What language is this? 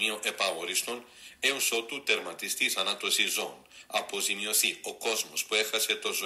Greek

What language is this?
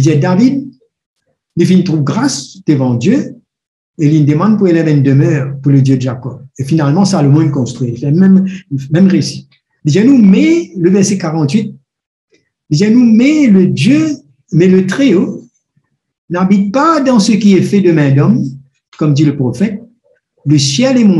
Morisyen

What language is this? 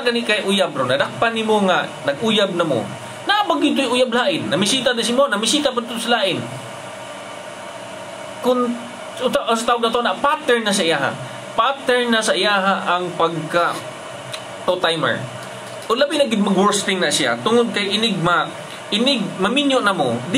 Cebuano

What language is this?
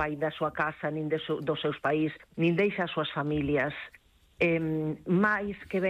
Galician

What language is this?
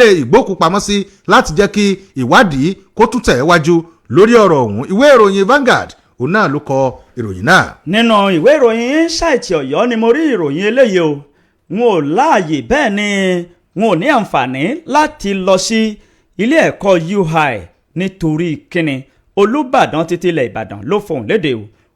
Yoruba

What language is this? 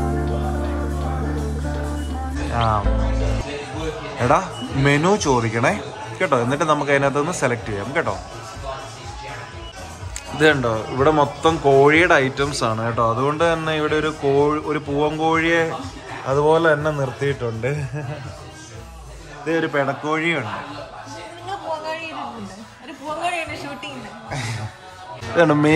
Malayalam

